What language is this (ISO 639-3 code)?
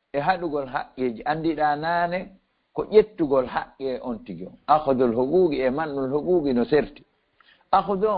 ful